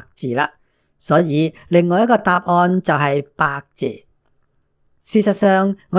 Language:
Cantonese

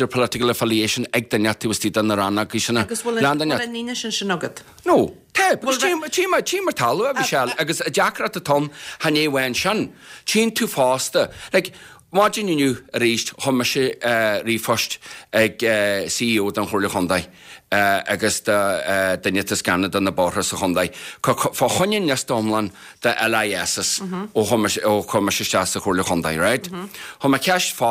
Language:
Irish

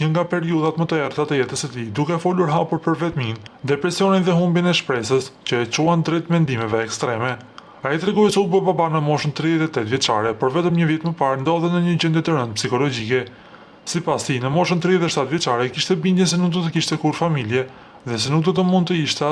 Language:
Albanian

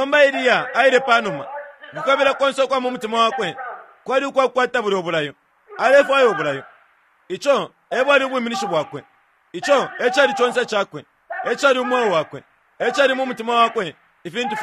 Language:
Bemba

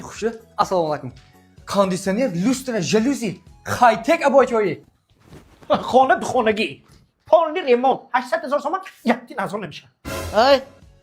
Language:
Tajik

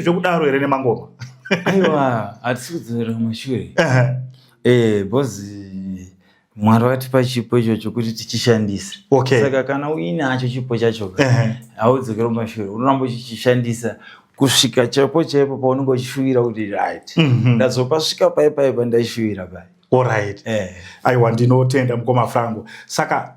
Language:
Shona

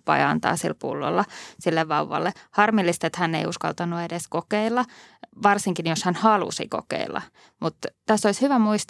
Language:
Finnish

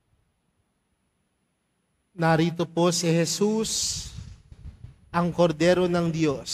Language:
Filipino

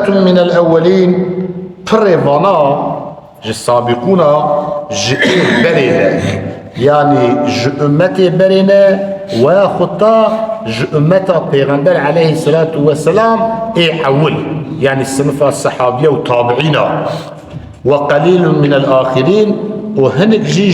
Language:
Kurdish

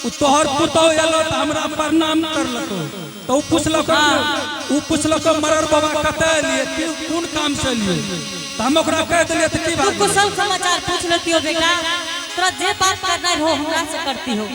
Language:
Angika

